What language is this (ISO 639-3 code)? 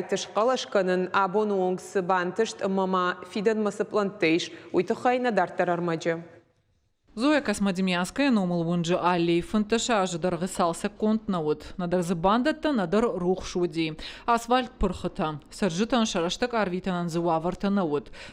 oss